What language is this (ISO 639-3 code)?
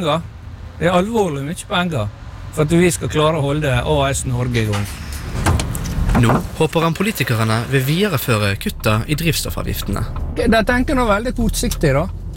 nor